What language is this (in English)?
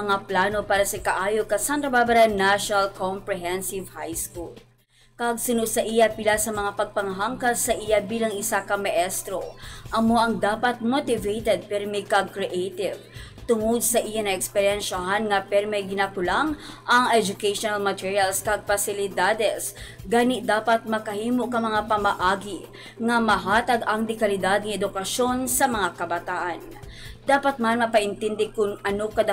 Hiligaynon